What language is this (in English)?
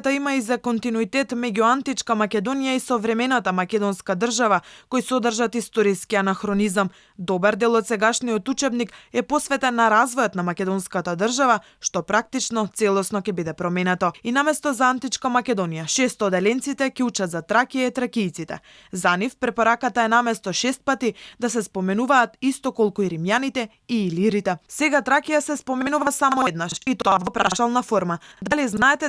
Macedonian